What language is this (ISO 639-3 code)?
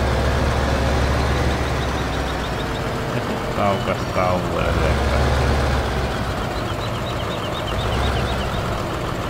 fin